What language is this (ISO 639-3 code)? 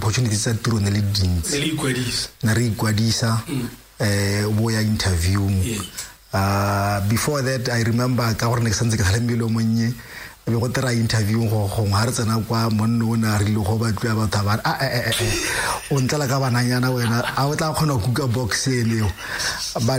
tsn